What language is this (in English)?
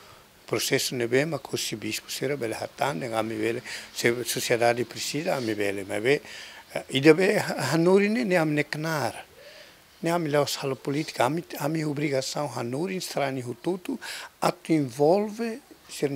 Tetum